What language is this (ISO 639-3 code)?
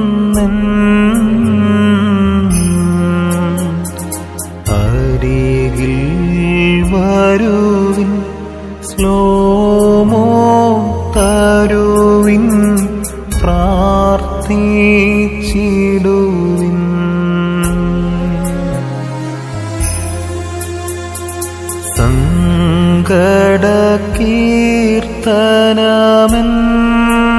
mal